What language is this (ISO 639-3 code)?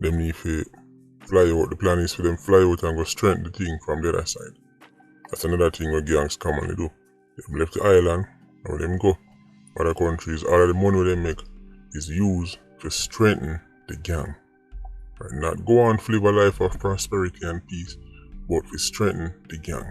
jam